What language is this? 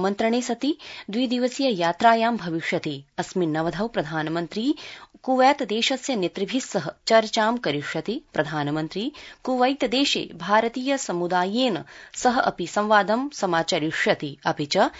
Sanskrit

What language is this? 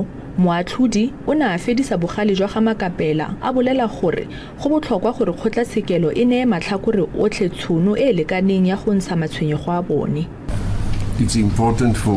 Tswana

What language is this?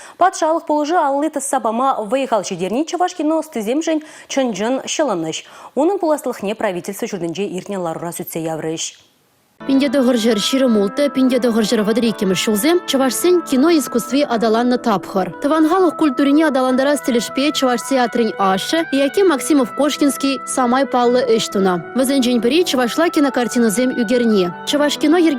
Chuvash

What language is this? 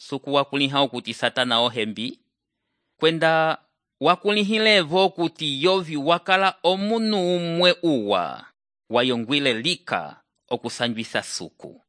Umbundu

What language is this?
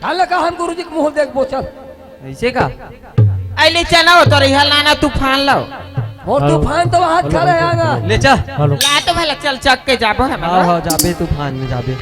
Chhattisgarhi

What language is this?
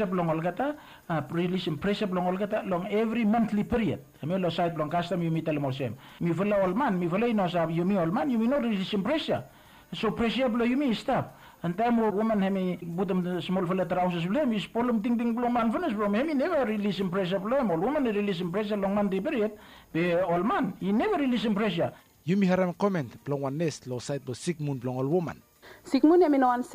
Bislama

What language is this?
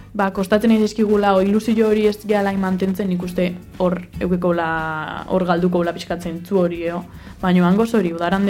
Basque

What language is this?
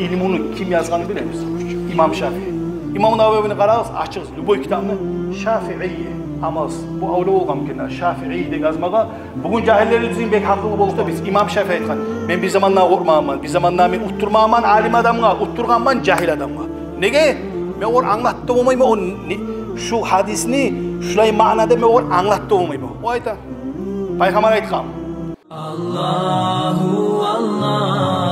Kumyk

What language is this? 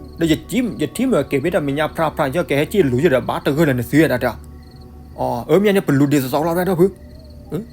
S'gaw Karen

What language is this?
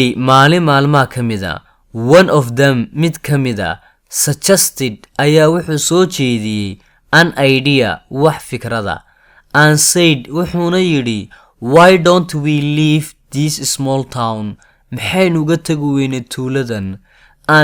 Somali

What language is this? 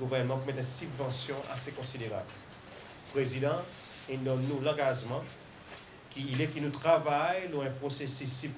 Seselwa Creole French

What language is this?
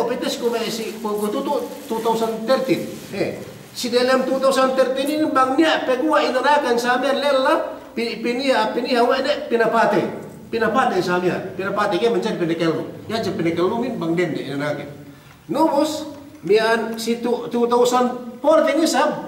Yakan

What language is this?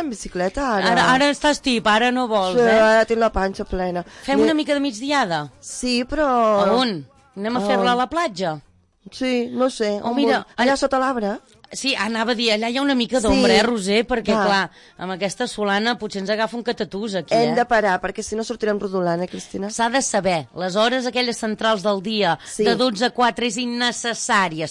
Catalan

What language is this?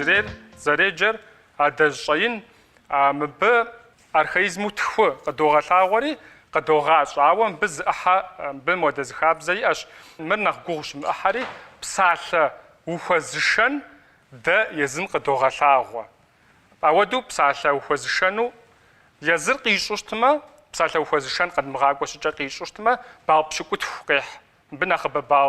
Kabardian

